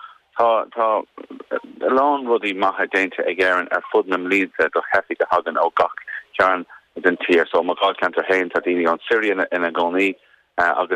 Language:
Irish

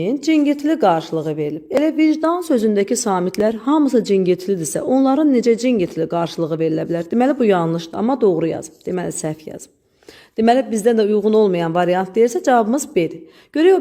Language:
Azerbaijani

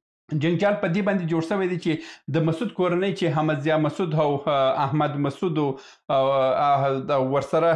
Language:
Pashto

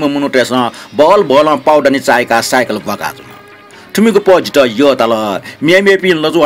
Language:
Newari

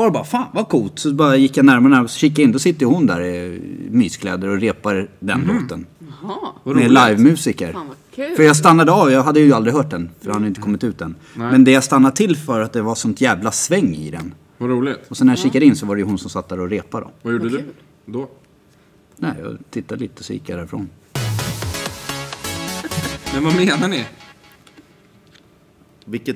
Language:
Swedish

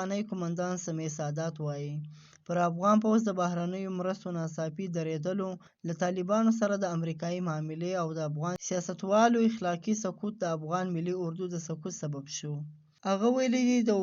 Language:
Pashto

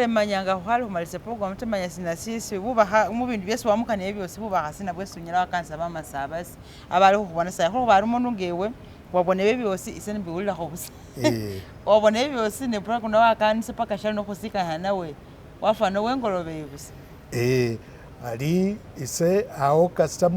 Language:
Masaaba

